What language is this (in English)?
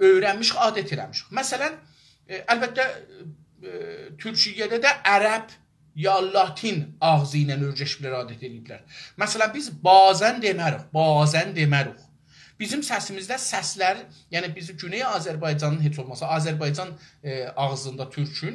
South Azerbaijani